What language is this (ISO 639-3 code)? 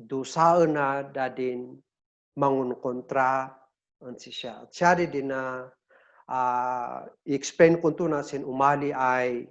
kne